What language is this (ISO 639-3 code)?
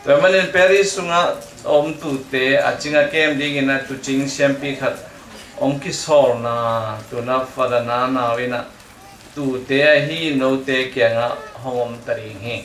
ctd